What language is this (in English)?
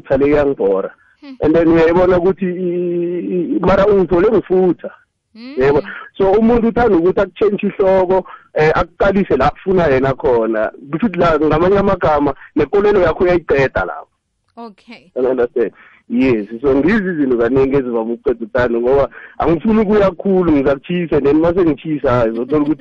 South Ndebele